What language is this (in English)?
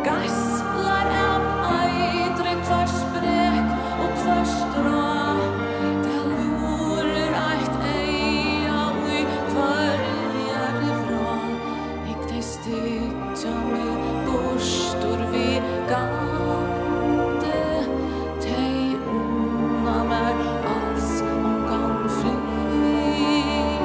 Faroese